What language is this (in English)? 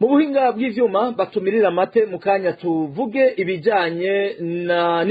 Rundi